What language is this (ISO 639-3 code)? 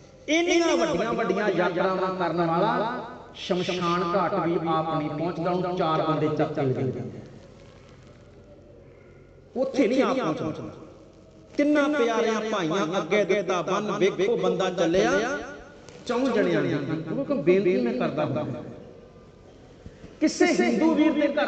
pan